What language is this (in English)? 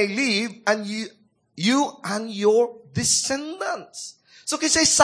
Cebuano